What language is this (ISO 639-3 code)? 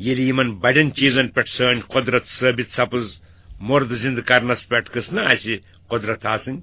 kas